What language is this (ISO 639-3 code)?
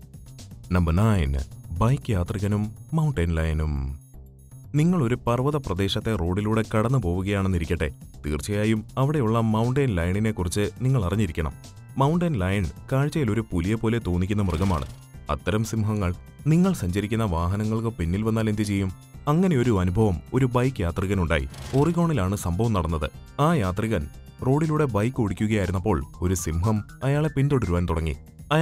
mal